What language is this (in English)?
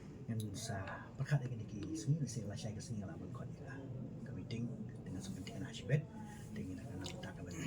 Khasi